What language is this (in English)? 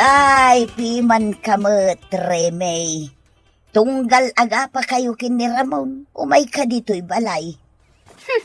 Iloko